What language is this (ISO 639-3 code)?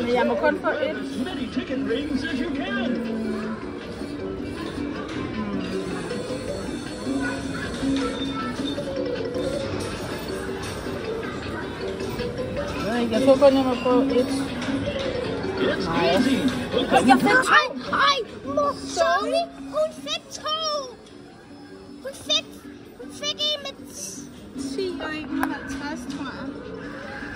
dan